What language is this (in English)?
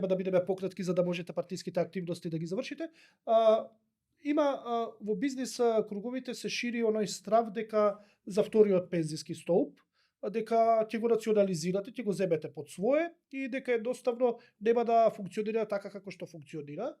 Macedonian